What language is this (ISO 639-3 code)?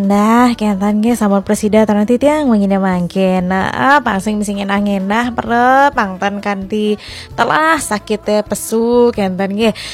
ban